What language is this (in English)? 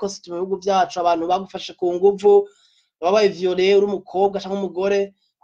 Rundi